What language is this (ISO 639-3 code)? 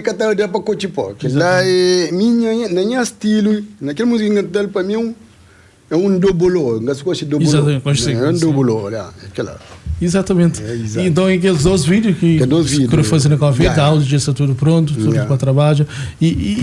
kea